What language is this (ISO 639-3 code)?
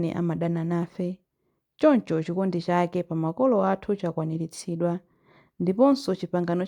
nya